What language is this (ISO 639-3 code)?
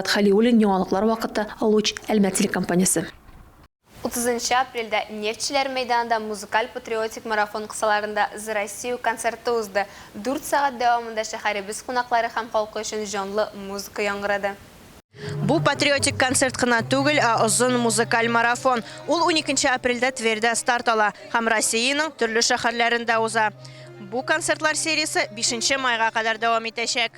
tat